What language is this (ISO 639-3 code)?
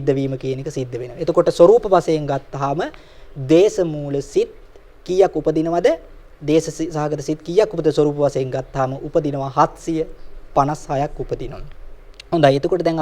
sin